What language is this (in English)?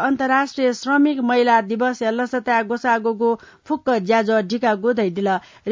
Newari